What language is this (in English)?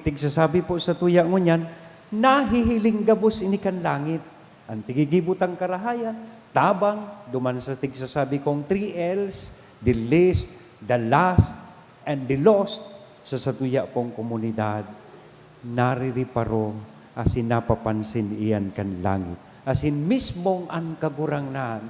Bikol